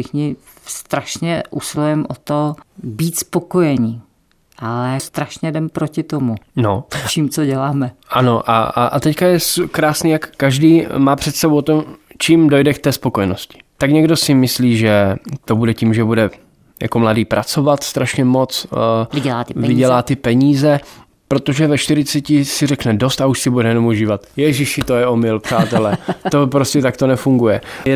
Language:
Czech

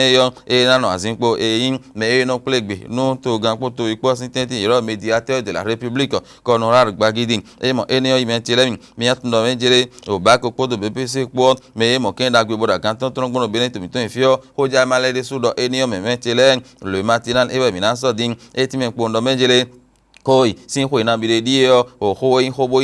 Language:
Fon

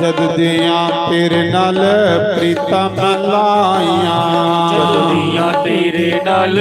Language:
Dogri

